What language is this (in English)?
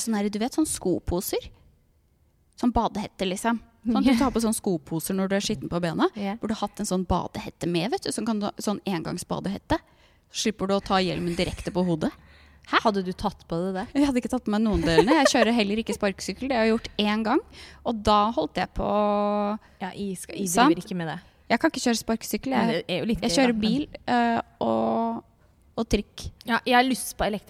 Norwegian